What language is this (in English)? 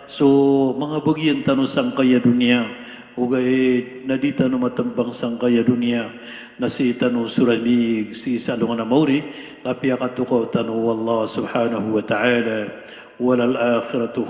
Maranao